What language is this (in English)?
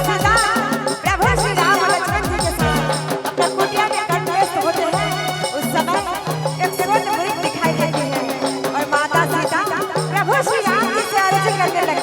Sadri